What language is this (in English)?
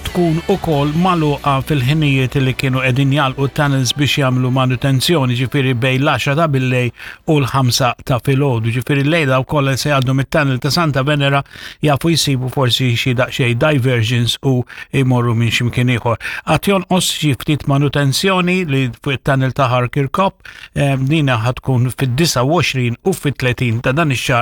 Maltese